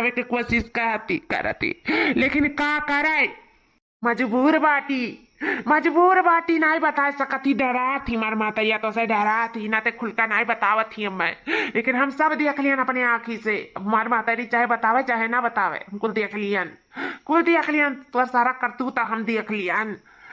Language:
Awadhi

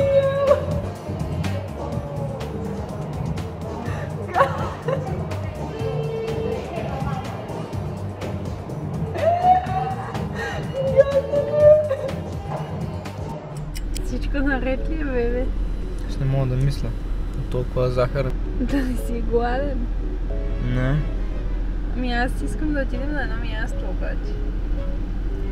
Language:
Bulgarian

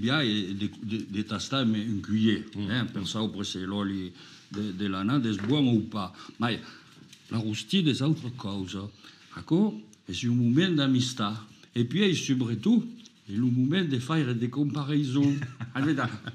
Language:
Occitan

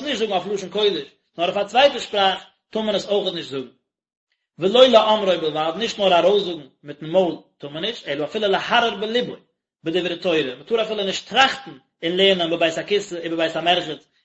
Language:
Yiddish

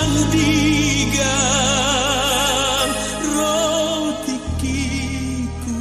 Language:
Batak Toba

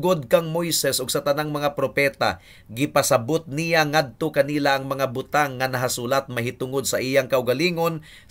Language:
Cebuano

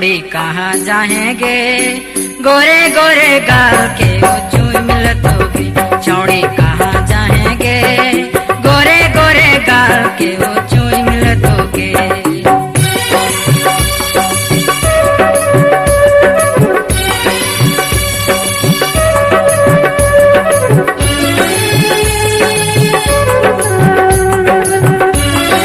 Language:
Bhojpuri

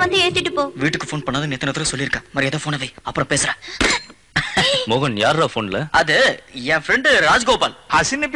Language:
Tamil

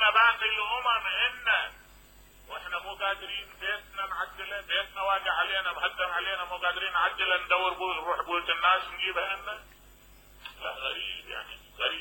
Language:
Mesopotamian Arabic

